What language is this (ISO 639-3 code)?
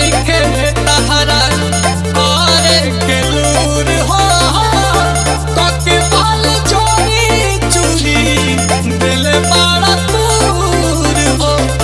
bho